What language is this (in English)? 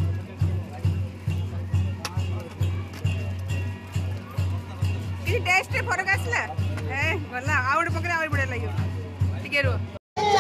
Odia